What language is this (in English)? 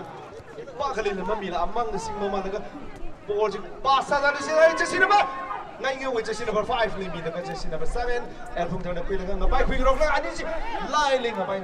Tangkhul Naga (India)